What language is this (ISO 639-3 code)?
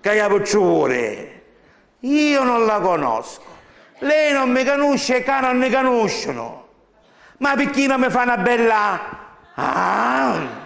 scn